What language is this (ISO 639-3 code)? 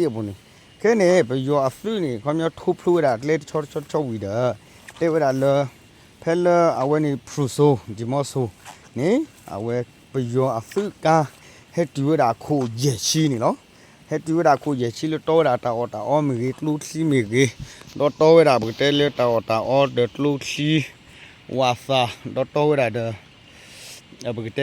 ksw